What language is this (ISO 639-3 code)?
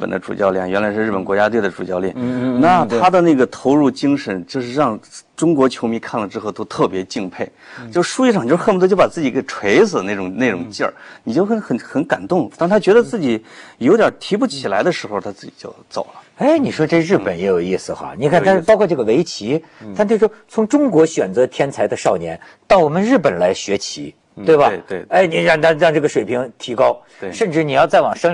zho